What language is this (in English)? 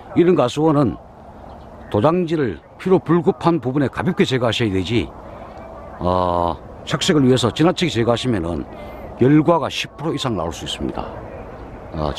Korean